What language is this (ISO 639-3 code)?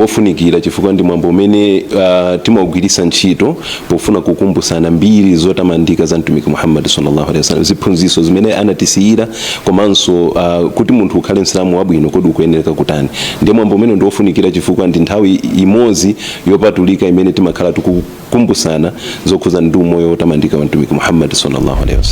nya